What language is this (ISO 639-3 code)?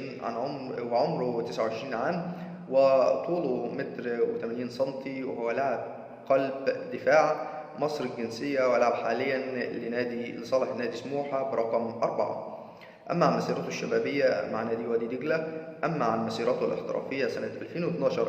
arz